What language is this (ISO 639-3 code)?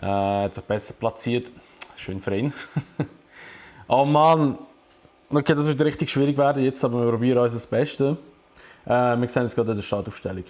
gsw